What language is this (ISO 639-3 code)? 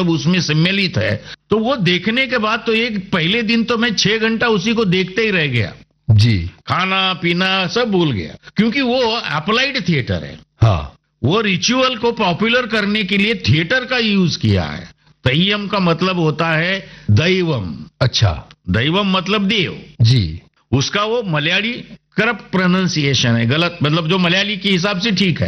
hin